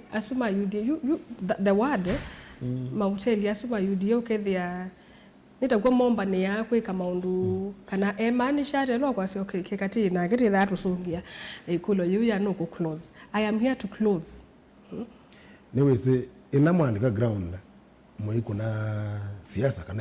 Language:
Kamba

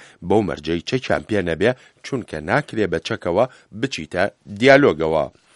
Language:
Central Kurdish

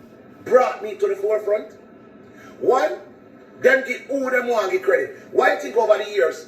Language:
Jamaican Creole English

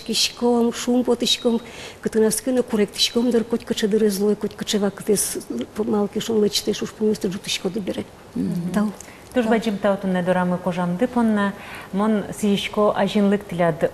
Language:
Udmurt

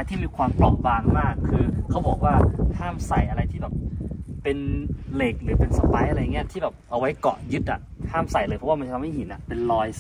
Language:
Thai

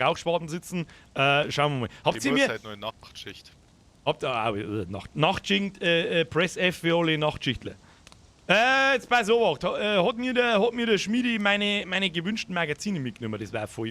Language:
Bavarian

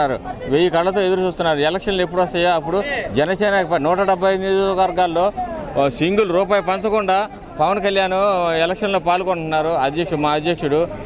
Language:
Telugu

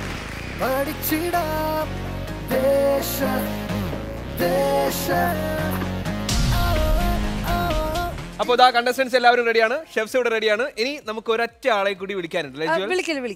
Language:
Malayalam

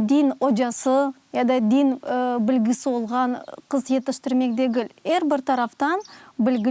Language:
Crimean Tatar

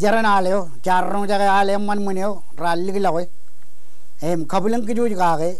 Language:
Marshallese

